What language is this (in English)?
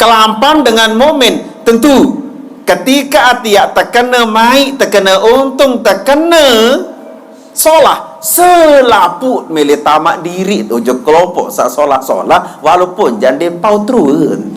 Sasak